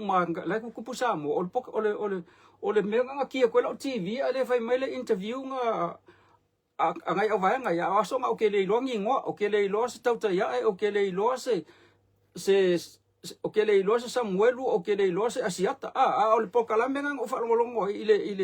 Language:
Samoan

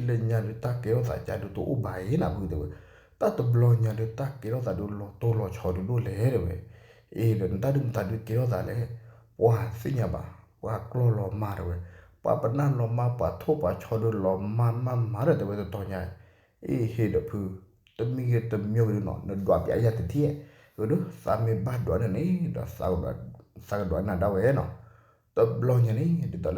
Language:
S'gaw Karen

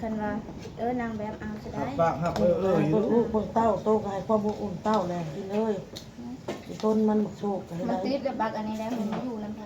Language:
Northeastern Thai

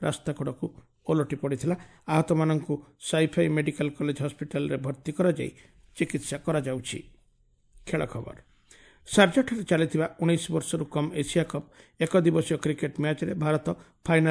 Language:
Odia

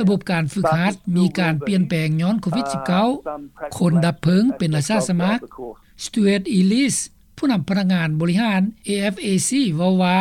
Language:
Lao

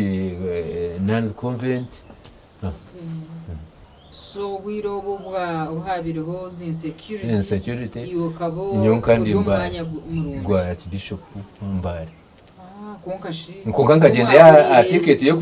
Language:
Nyankole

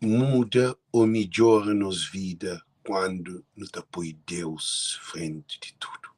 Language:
Kabuverdianu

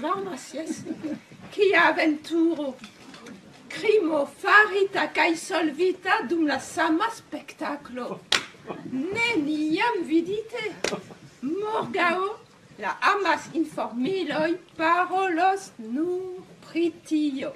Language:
Esperanto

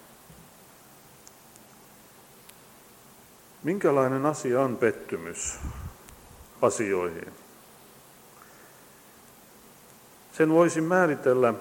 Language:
Finnish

